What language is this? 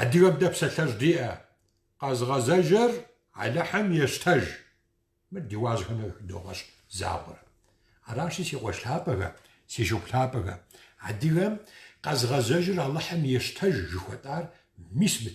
Kabardian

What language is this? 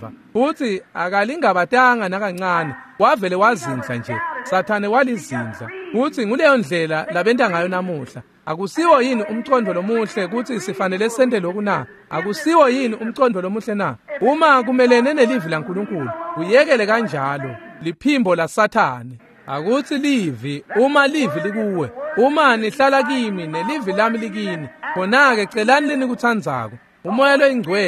Swati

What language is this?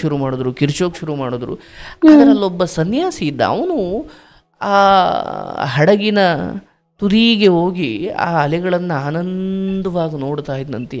Kannada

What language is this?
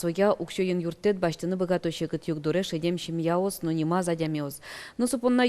Udmurt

